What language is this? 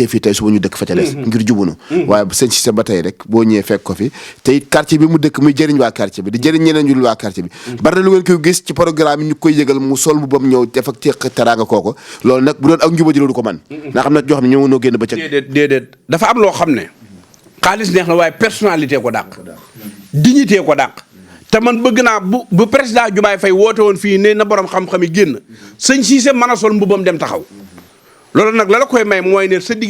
Wolof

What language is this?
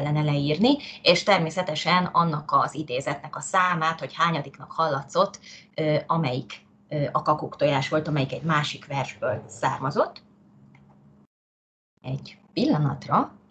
Hungarian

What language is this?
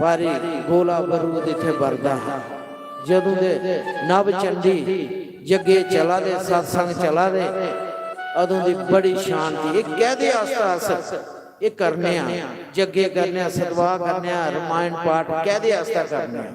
Dogri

